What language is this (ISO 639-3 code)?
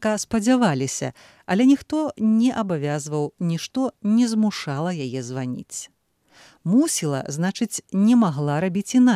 bel